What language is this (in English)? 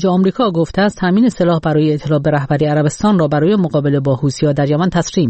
Persian